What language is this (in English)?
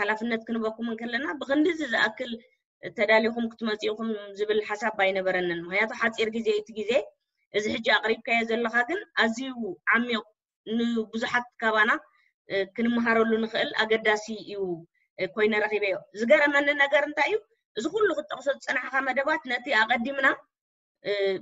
Tigrinya